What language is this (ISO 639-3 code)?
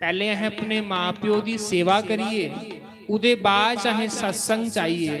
doi